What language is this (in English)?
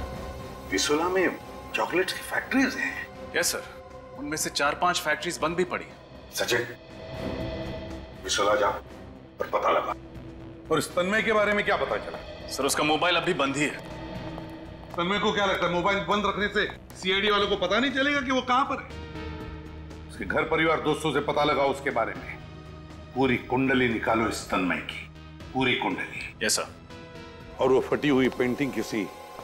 Hindi